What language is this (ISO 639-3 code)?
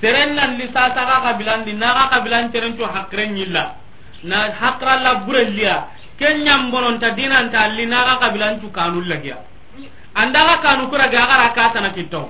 snk